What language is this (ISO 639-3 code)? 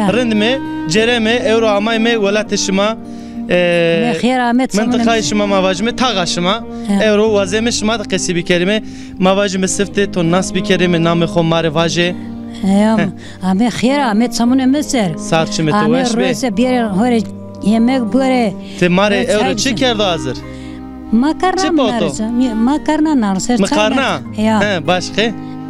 zza